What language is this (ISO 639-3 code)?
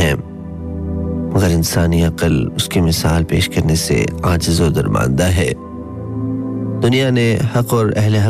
urd